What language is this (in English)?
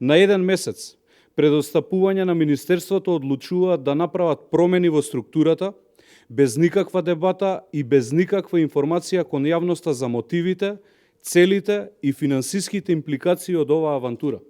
Macedonian